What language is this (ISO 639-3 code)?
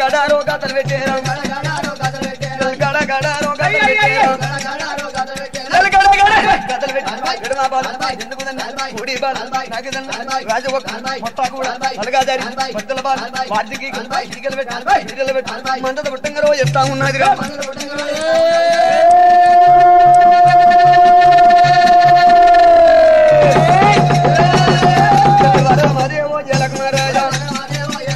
tel